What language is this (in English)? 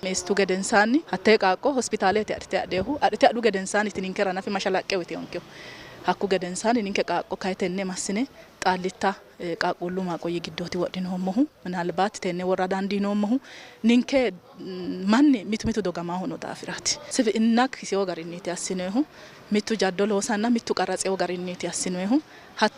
Sidamo